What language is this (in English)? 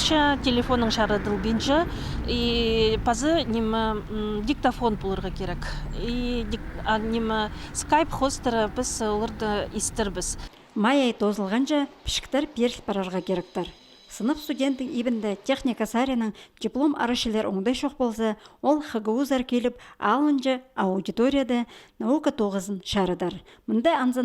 Khakas